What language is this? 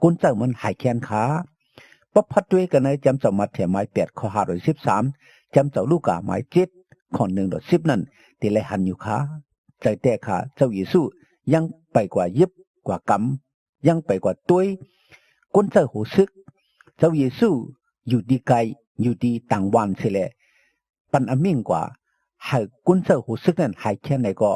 Shan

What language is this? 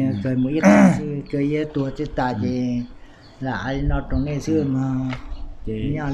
Hmong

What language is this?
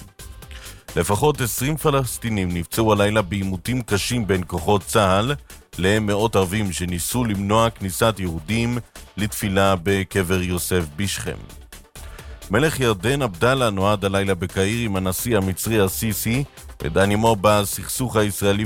Hebrew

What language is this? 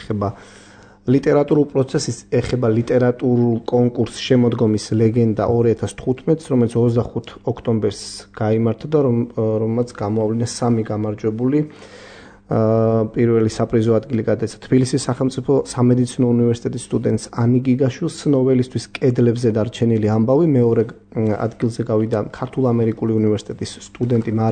Georgian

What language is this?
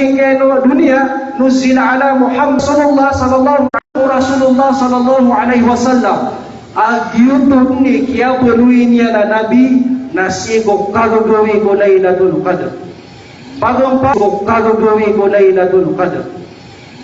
Maranao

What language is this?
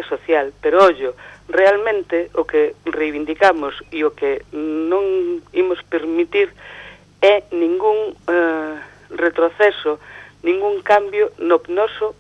Galician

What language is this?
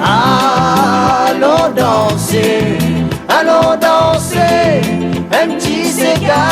Réunion Creole French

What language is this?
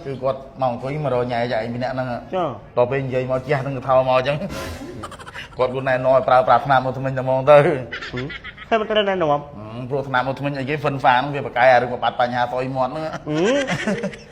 Khmer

